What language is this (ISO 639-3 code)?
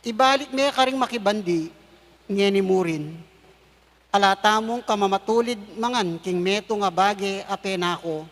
pam